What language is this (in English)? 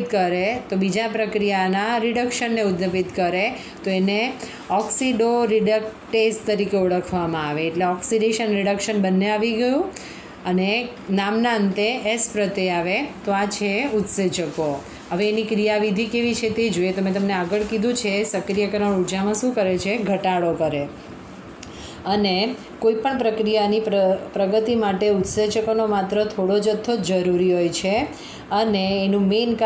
Gujarati